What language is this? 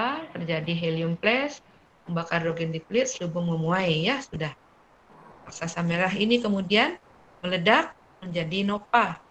Indonesian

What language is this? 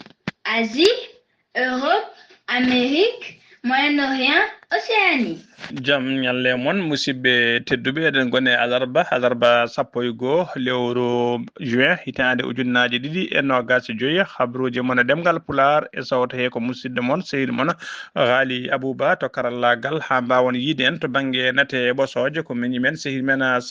Fula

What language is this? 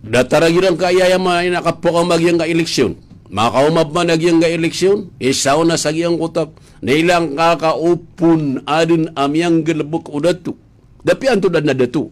Maranao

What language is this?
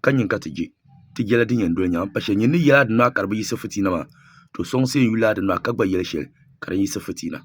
Dagbani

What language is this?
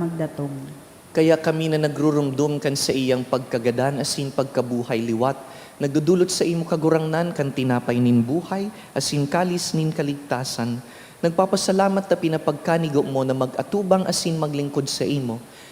Bikol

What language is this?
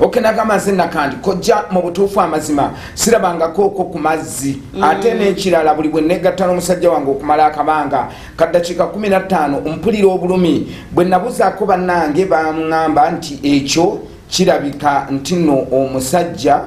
Ganda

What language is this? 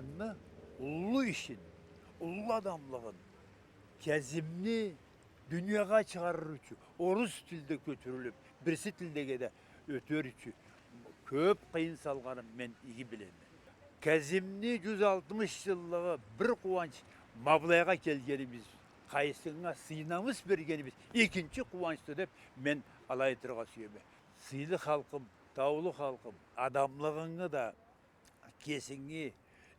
Karachay-Balkar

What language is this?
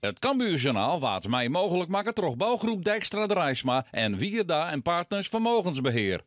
Western Frisian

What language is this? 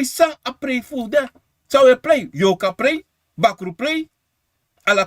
Sranan Tongo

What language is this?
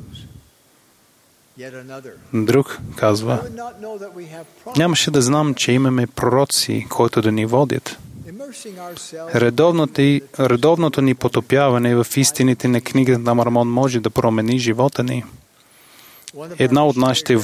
Bulgarian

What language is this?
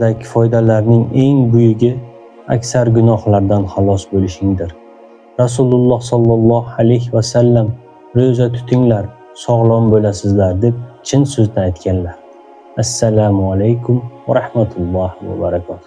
Uzbek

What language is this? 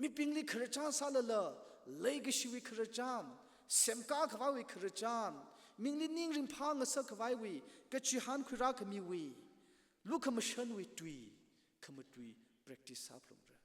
Tangkhul Naga (India)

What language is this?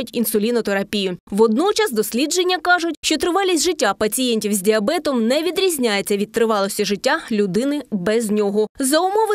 Ukrainian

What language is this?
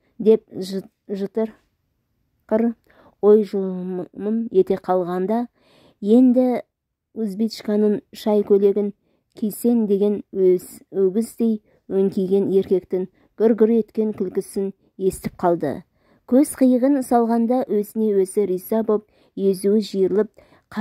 Kazakh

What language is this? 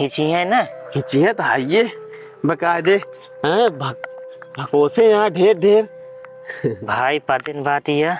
Awadhi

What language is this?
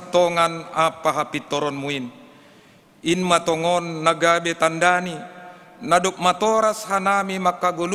Batak Simalungun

